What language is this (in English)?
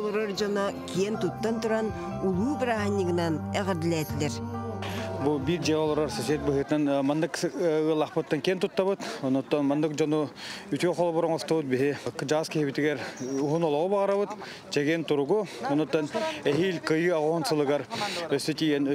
Yakut